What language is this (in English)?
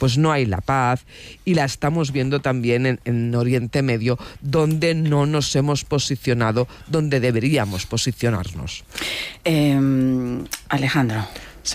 Spanish